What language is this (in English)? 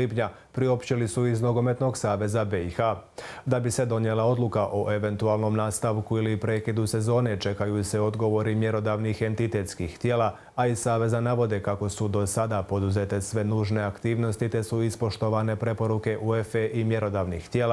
Croatian